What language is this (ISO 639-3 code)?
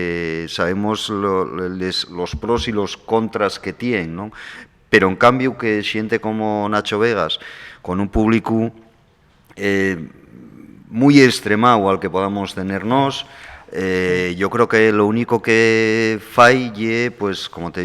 ast